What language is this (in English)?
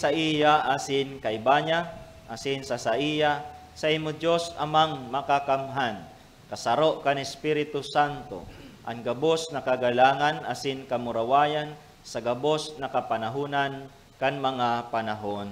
Bikol